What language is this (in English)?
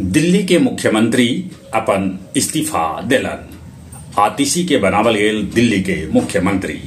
Magahi